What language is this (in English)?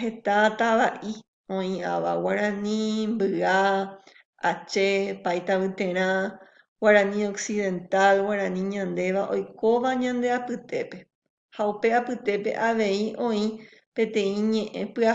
Guarani